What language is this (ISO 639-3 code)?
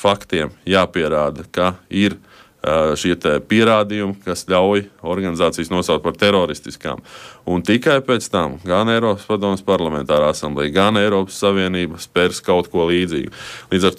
lav